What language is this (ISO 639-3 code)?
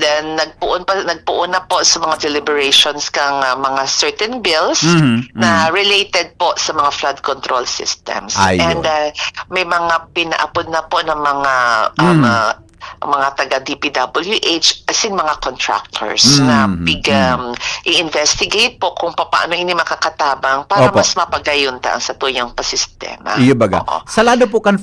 bik